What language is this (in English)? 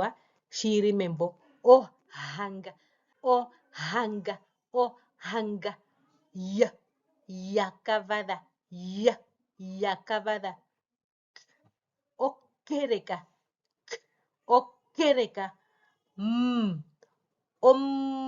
Herero